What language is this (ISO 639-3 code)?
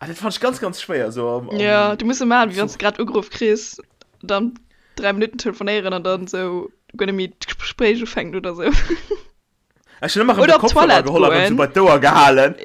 ltz